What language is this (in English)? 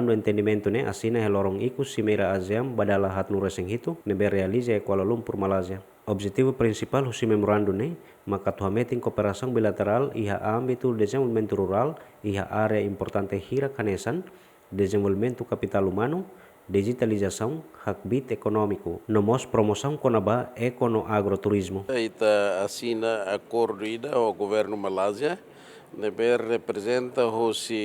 Tetum